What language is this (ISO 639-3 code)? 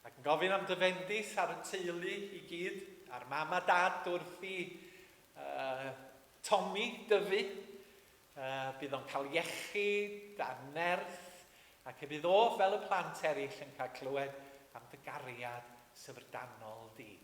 cym